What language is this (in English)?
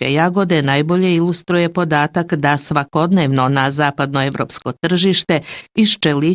Bosnian